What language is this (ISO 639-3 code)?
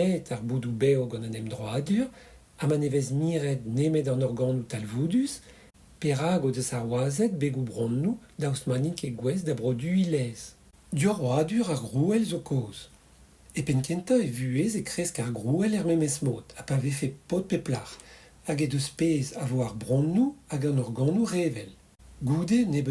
bre